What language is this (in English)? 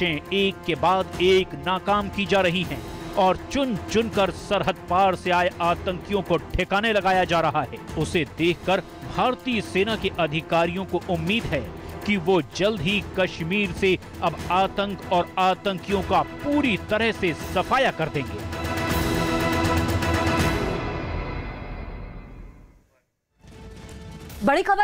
Hindi